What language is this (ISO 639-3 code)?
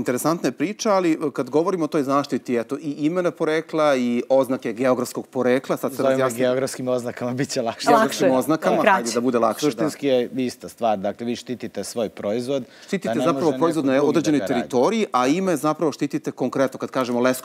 srp